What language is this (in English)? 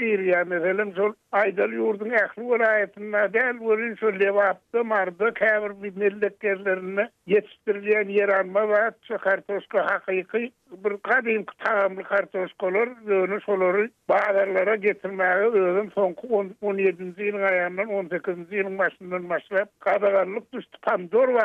Turkmen